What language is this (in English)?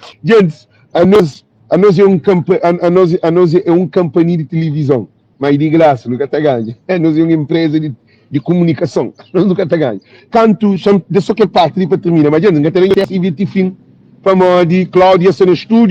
Kabuverdianu